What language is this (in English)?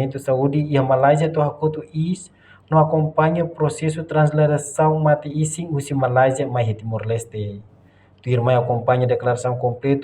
Tetum